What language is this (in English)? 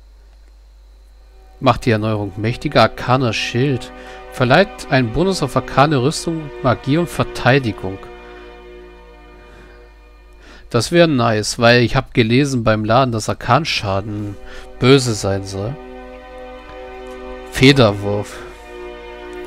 German